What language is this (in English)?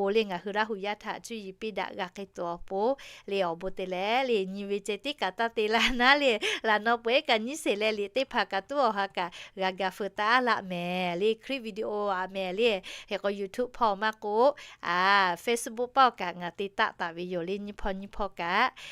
Lahu